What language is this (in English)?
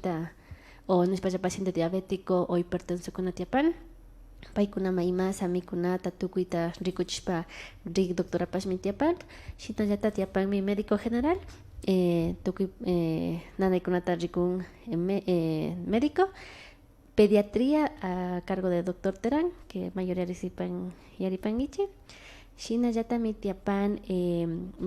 Imbabura Highland Quichua